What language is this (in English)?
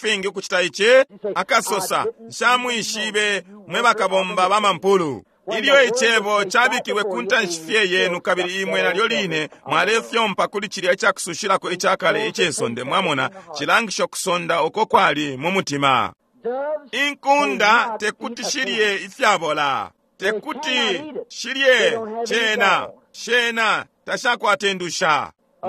Bemba